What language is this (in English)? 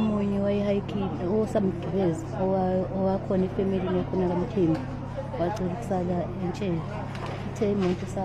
Zulu